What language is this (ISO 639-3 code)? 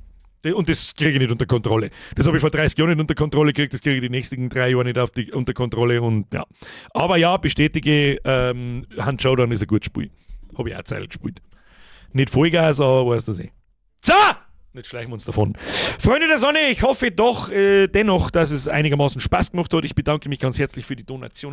bar